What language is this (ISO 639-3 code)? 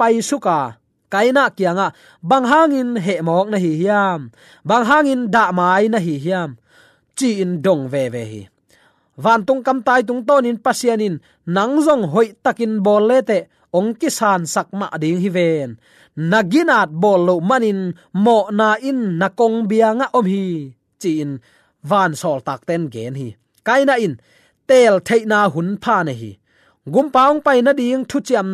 ctd